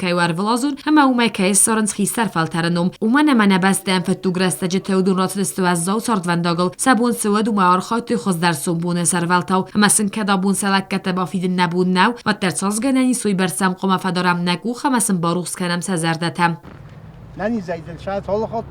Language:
Ossetic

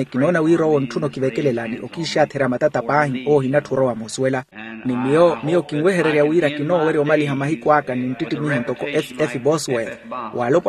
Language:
Makhuwa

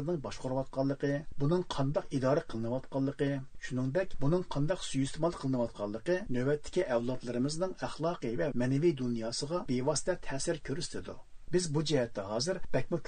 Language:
Uyghur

